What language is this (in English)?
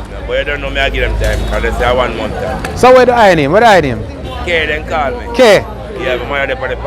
Jamaican Creole English